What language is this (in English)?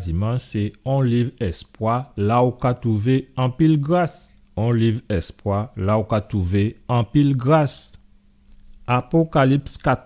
Guadeloupean Creole French